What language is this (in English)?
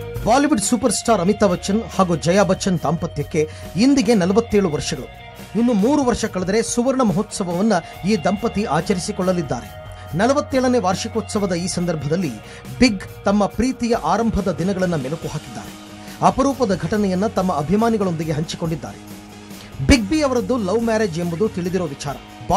Kannada